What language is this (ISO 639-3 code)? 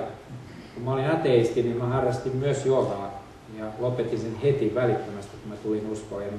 fin